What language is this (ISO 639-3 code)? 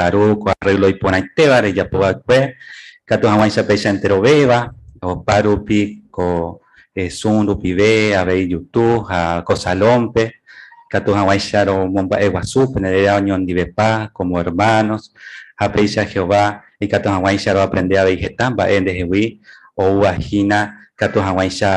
grn